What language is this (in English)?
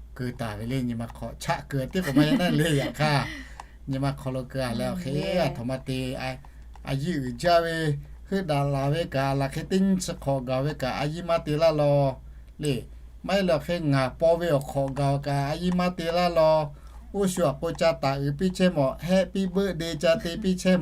Lahu